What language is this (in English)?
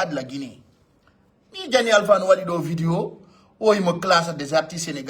Fula